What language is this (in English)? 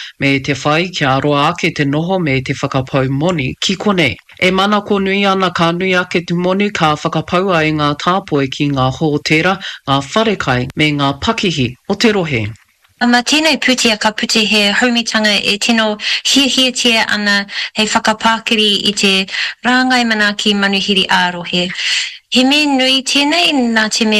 Māori